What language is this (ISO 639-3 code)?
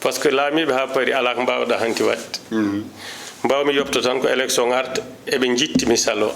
ful